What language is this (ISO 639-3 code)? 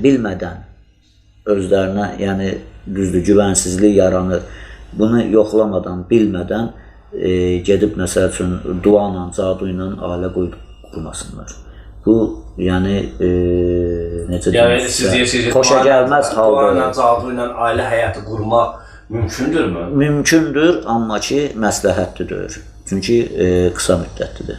aze